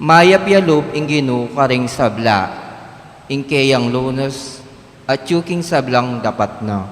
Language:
Pampanga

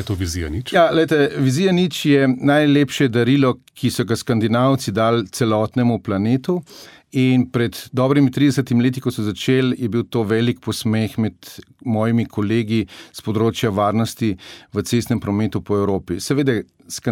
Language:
Slovenian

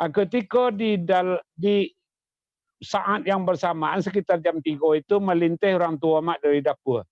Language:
Minangkabau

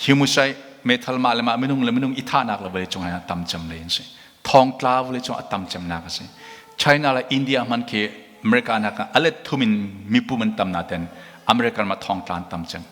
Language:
Hakha Chin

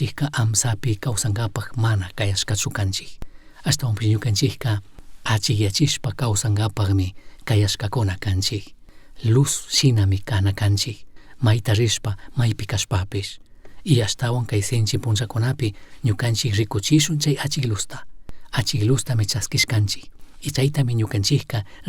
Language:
Chimborazo Highland Quichua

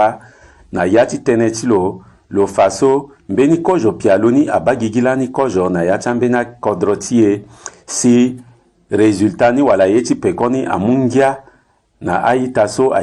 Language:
Sango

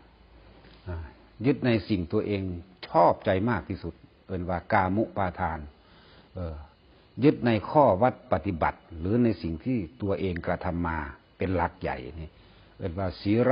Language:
Northeastern Thai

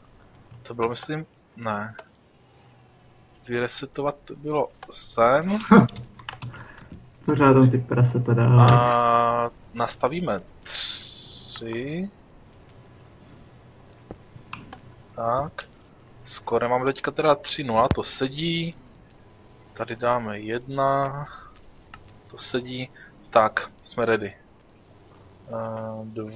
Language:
Czech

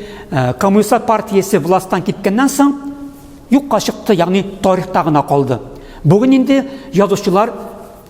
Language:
Tatar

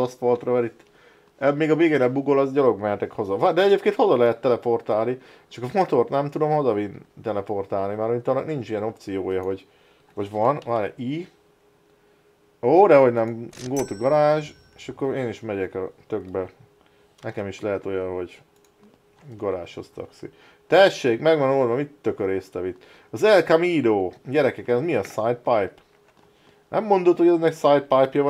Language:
Hungarian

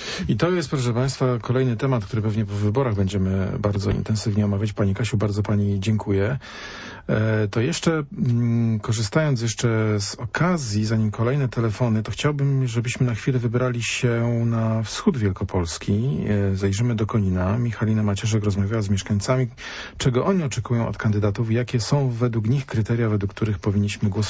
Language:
Polish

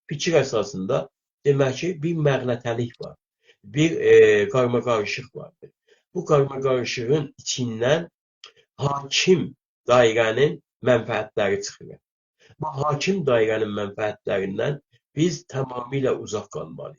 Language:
South Azerbaijani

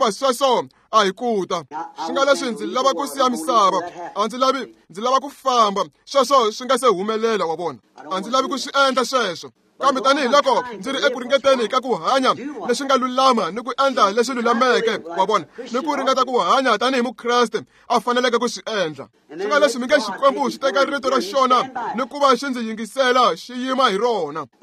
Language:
Tsonga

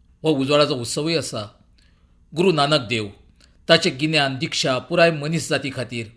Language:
Konkani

